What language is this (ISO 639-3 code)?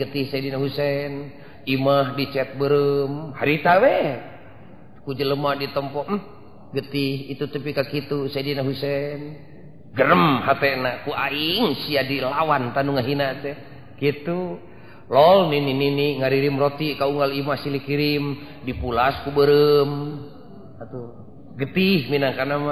sun